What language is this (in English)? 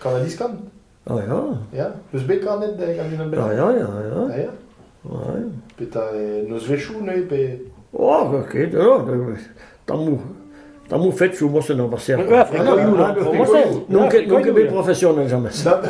Breton